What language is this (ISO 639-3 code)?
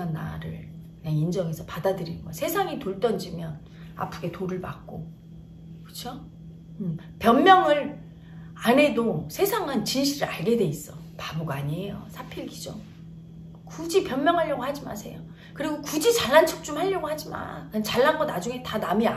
kor